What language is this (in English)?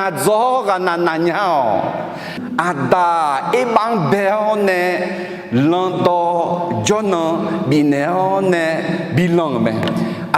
Akha